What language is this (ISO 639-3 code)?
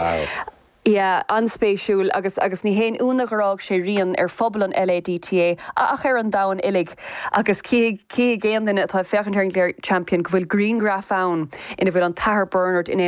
gle